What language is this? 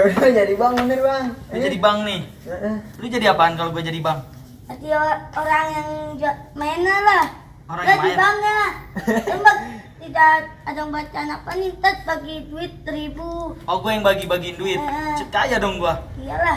Betawi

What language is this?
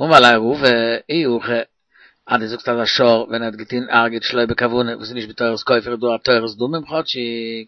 Yiddish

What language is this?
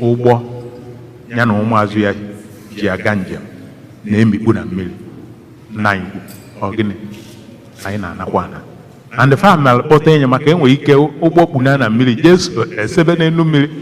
Igbo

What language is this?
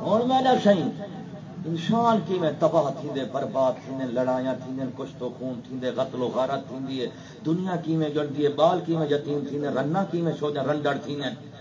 Saraiki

